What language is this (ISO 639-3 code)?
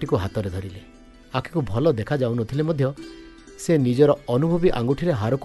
ori